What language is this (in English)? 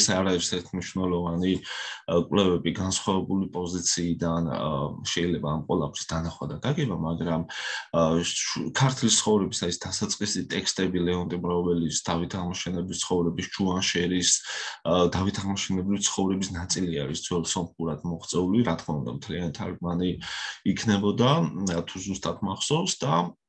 Georgian